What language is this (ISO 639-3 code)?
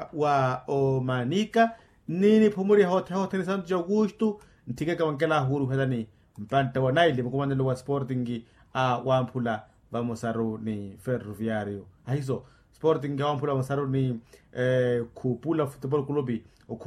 vmw